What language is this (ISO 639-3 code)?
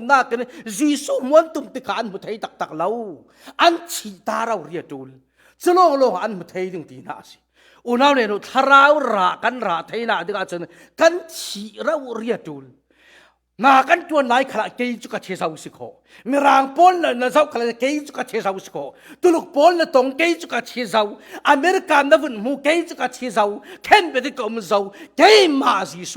cfm